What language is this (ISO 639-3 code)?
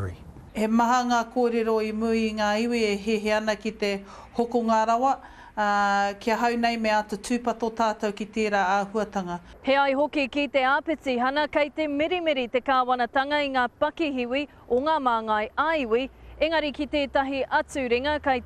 mri